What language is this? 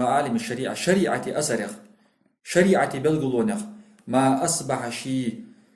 Ingush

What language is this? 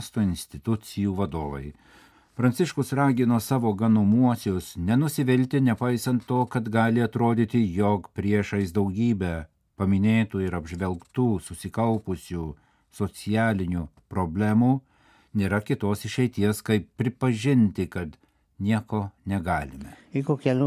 Lithuanian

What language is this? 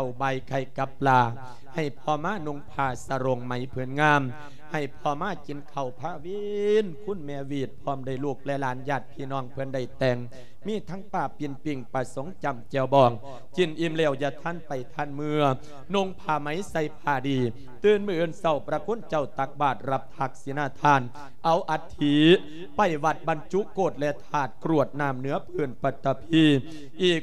Lao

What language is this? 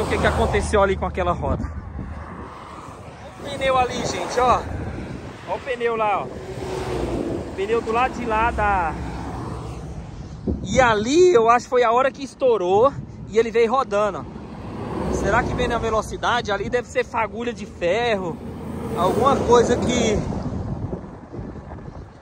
Portuguese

